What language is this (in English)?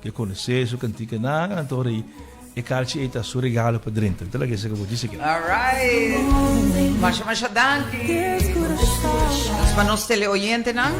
Papiamento